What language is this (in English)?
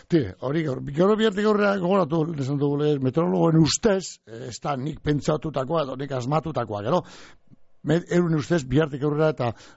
Basque